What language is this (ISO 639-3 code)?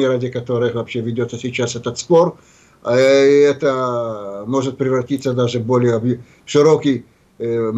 rus